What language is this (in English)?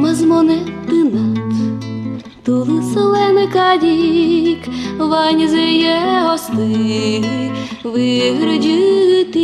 Udmurt